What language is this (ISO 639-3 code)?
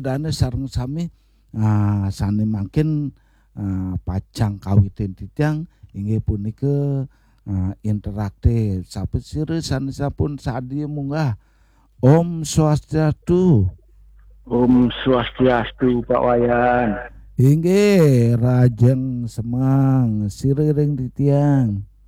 ban